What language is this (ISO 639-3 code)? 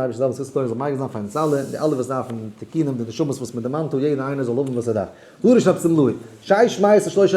yid